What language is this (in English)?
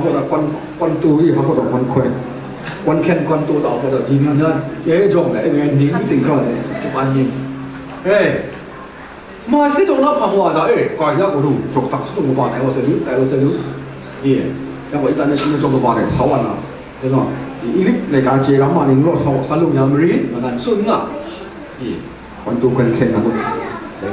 Kachin